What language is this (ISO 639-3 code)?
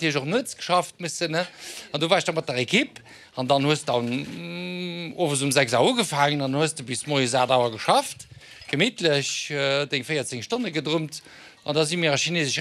ltz